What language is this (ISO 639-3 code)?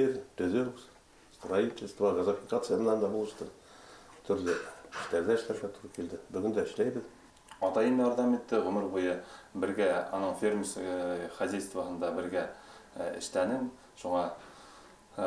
bak